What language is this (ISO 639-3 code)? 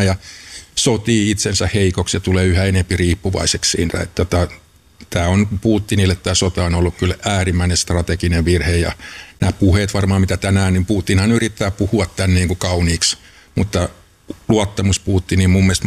fin